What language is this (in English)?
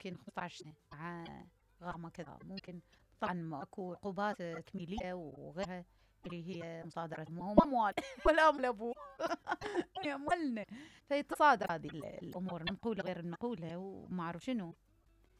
Mesopotamian Arabic